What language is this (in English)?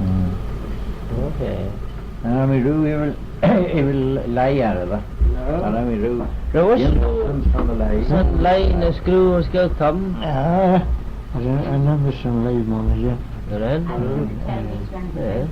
Manx